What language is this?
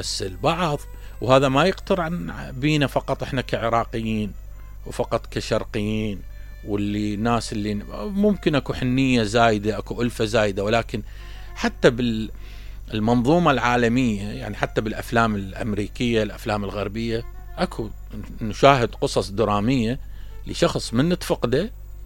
Mesopotamian Arabic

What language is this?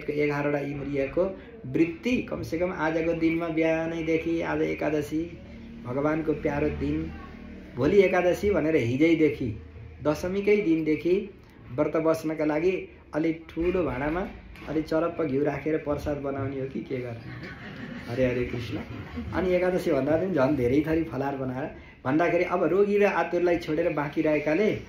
Nepali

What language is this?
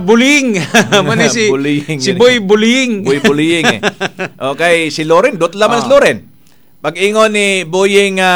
Cebuano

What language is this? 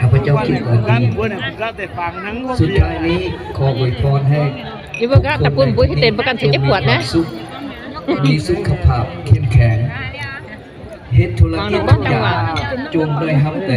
Lao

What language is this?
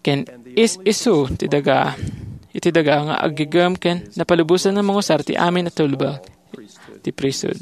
Iloko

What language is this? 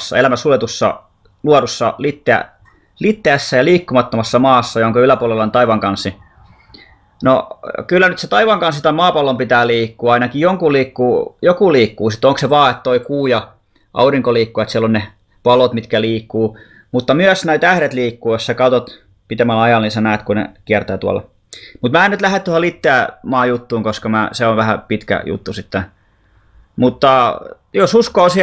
Finnish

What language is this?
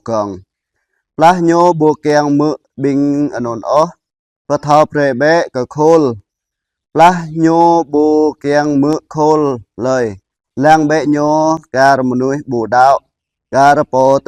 Jarai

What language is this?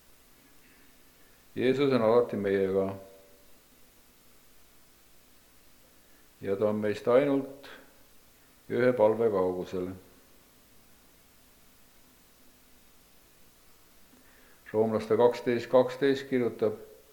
Estonian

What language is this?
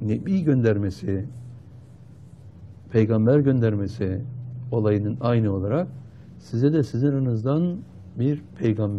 Turkish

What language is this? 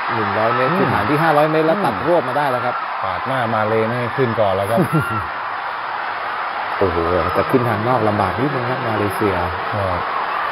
Thai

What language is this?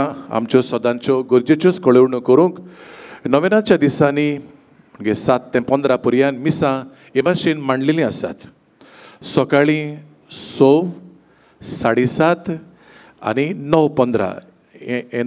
Konkani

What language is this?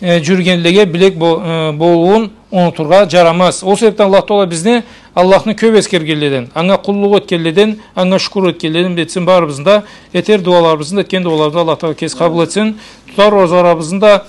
Karachay-Balkar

